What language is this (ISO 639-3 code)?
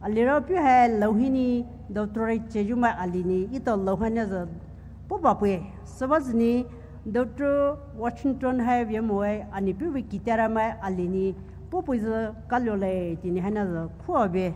pmx